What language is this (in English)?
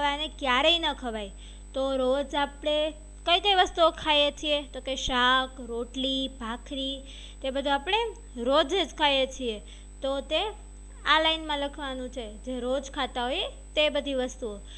Gujarati